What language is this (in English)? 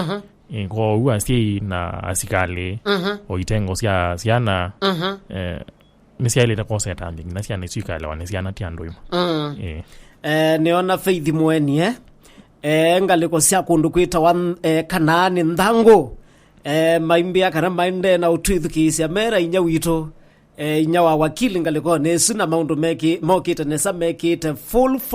Kamba